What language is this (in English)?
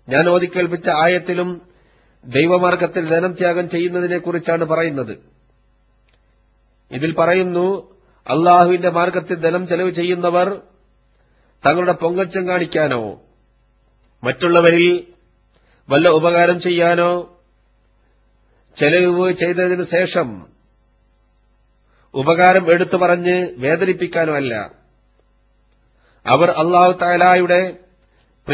Malayalam